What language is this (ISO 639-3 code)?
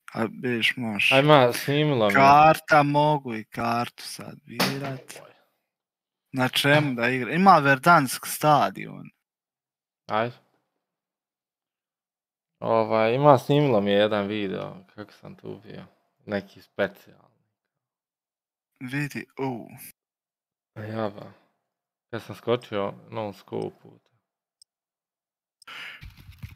hrv